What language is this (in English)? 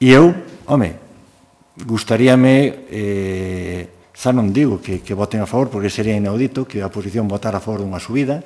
Galician